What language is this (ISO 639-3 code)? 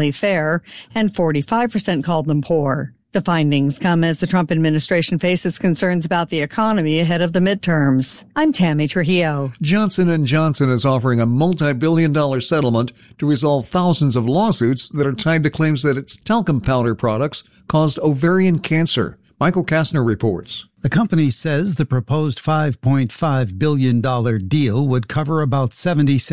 eng